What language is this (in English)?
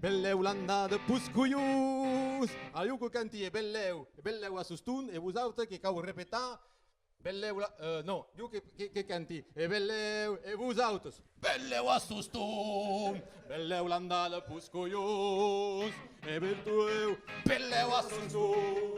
Occitan